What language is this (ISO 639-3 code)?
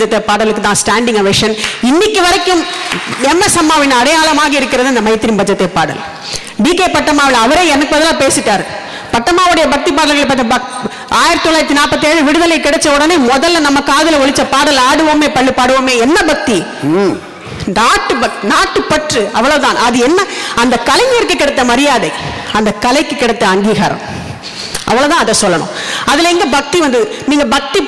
tam